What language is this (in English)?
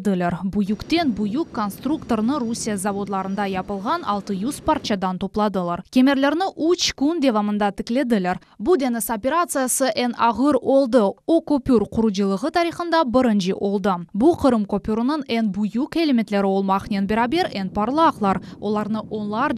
Crimean Tatar